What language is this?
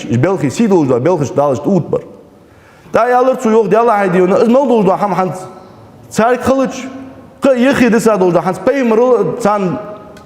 Ingush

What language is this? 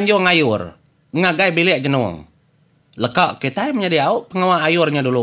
Iban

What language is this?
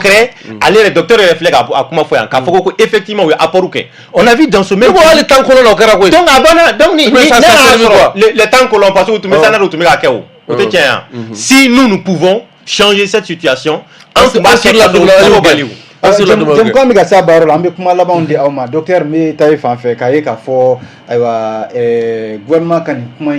Bambara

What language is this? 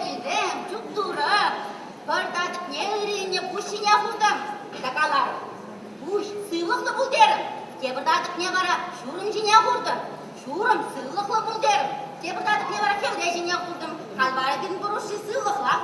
Chuvash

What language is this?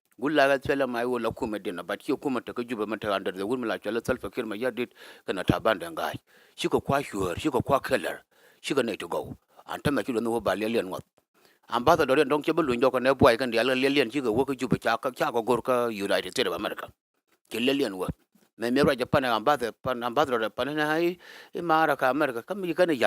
Nuer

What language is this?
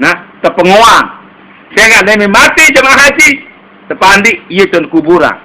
Sasak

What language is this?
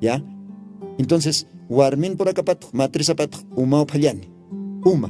Aymara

